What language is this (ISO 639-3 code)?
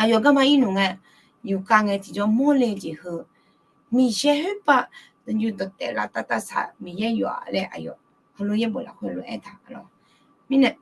ahk